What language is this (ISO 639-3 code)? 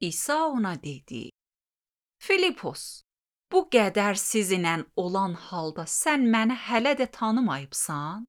aze